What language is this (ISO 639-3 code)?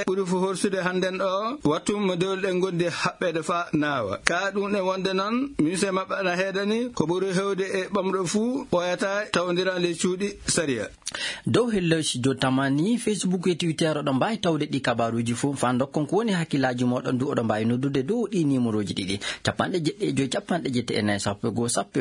ful